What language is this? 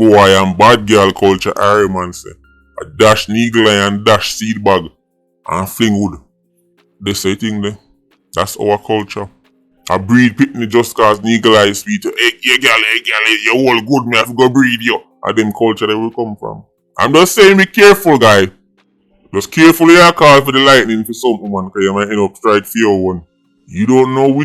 Jamaican Creole English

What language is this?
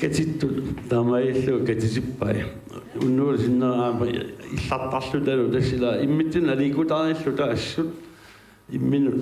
Kalaallisut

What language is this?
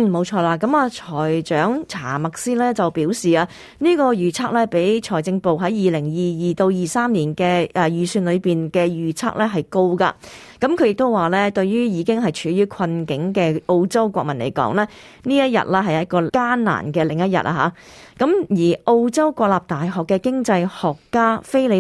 Cantonese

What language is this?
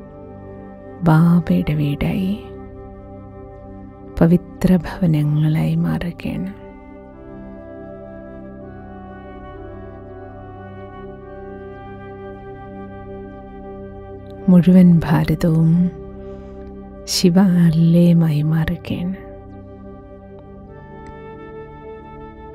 Malayalam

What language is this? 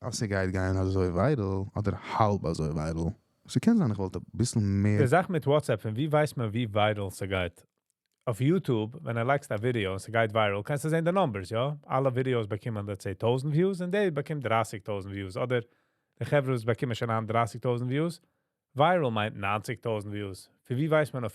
Yiddish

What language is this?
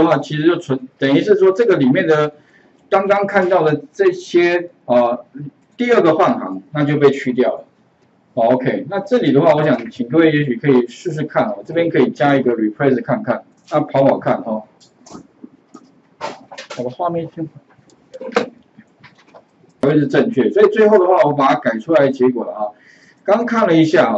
Chinese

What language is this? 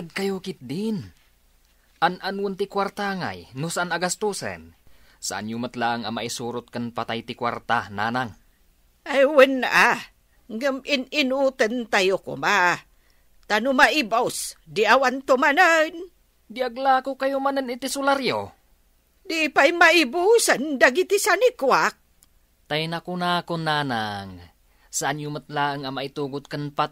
Iloko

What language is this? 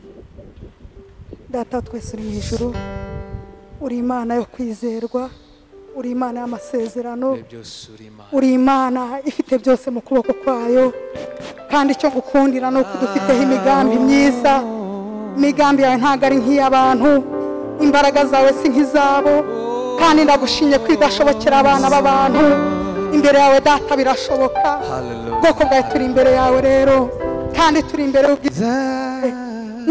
Kinyarwanda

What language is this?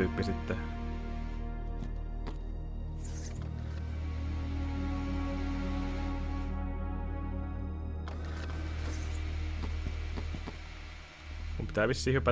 Finnish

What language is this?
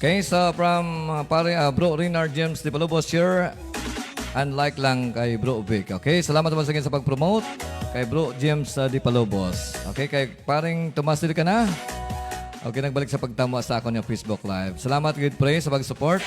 Hiligaynon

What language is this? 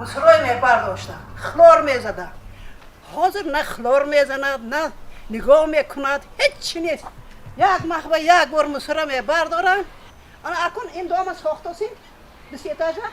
Tajik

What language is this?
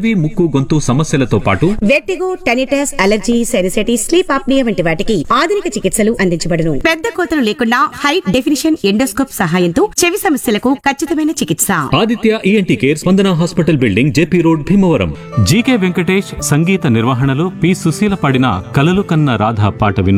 Telugu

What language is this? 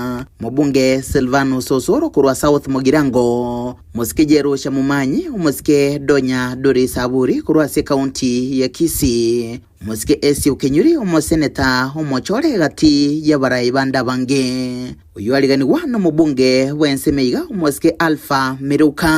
Gusii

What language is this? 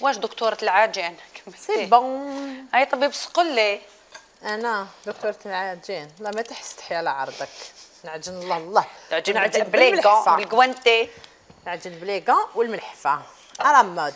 Algerian Arabic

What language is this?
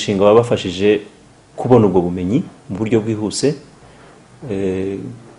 Kinyarwanda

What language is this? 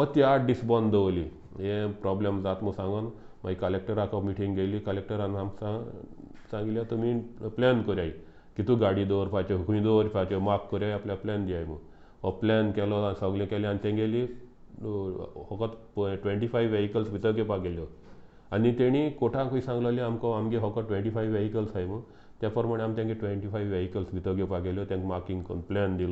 Konkani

